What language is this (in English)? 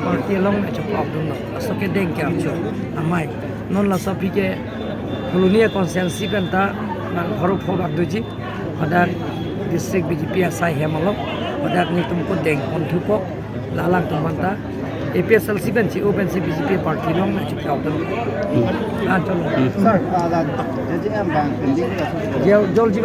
Karbi